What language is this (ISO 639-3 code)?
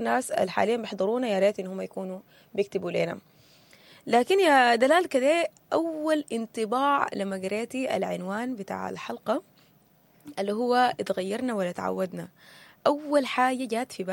apd